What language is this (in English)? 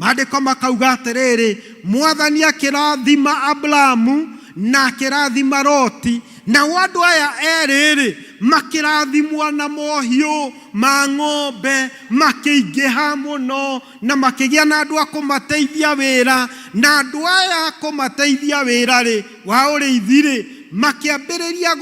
Kikuyu